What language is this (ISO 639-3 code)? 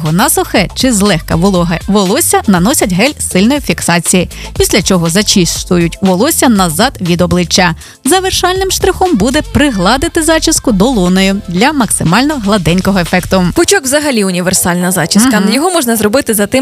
ukr